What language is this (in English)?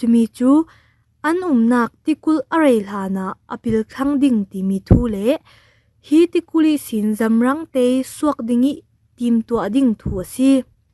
Falam Chin